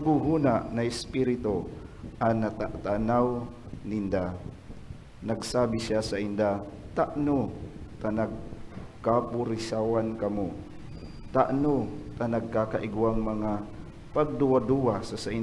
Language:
Bikol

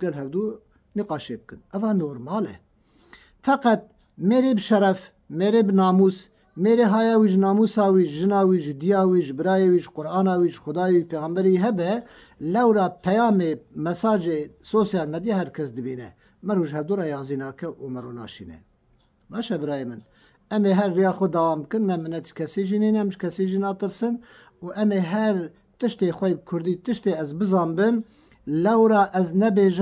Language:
Kurdish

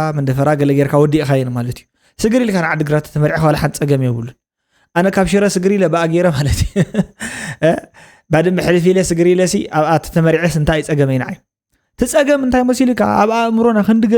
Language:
Tigrinya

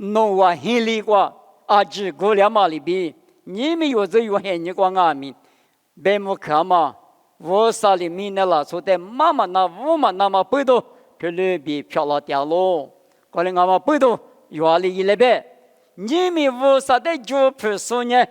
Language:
Lisu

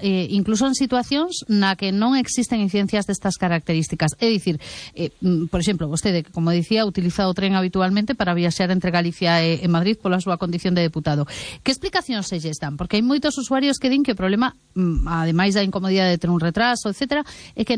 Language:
Galician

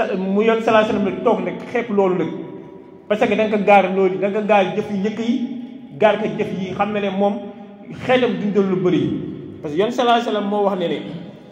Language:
Wolof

